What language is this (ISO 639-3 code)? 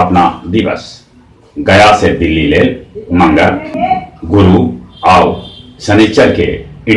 mag